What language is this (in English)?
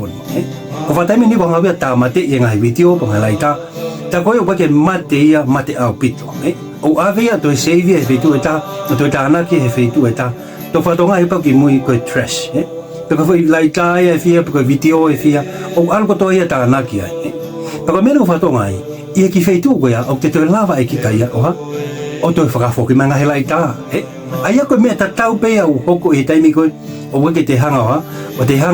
Tongan